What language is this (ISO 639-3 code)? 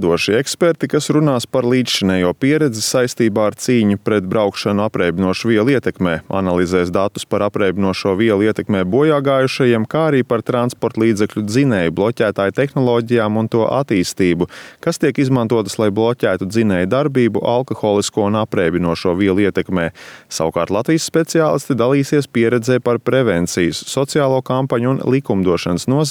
lav